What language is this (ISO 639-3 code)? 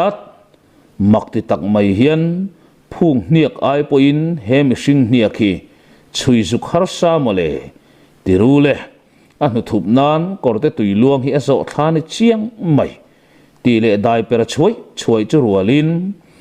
lus